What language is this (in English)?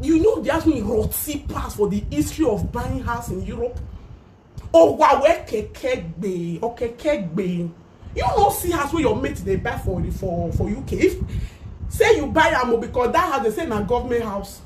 Nigerian Pidgin